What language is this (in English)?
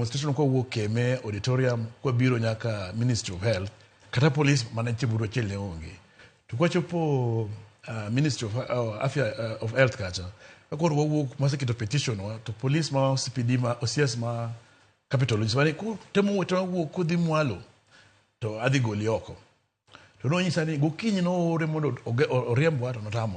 Luo (Kenya and Tanzania)